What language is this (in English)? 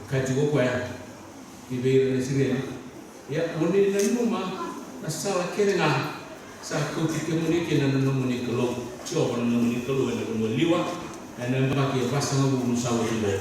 Fijian